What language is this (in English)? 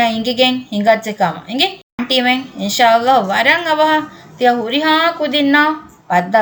Divehi